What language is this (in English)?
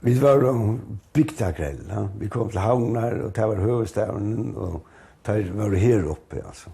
Faroese